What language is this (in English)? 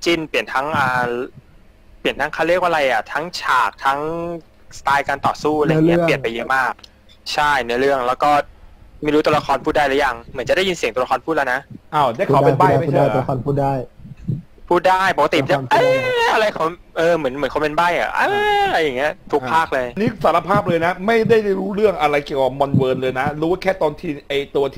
Thai